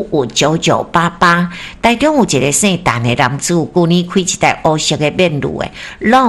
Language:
Min Nan Chinese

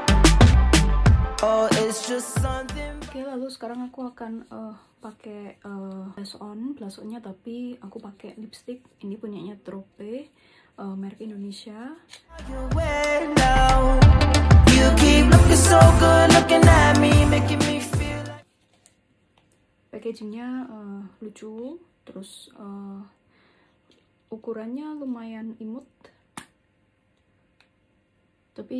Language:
Indonesian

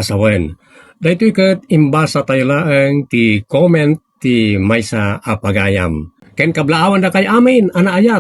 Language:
Iloko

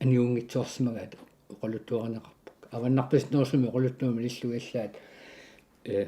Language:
Kalaallisut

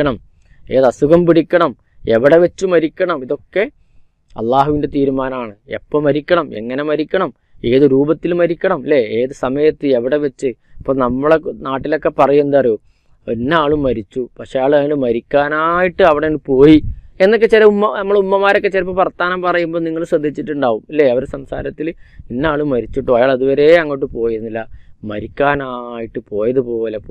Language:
Malayalam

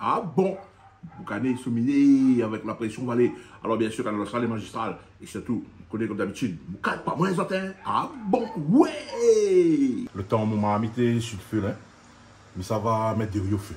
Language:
Réunion Creole French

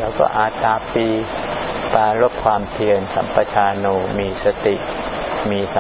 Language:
Thai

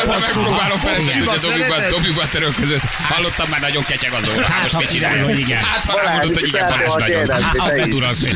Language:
Hungarian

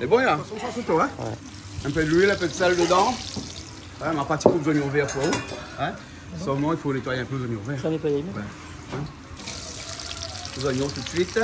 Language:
Réunion Creole French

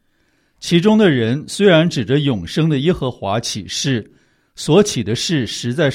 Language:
Chinese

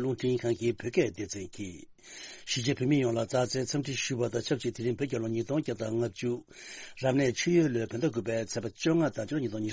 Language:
Tibetan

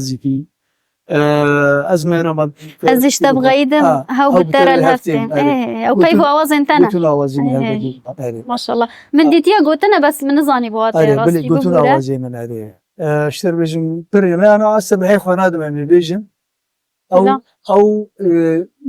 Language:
Kurdish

